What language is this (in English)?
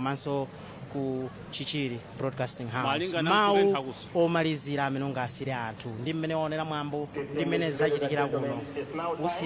Nyanja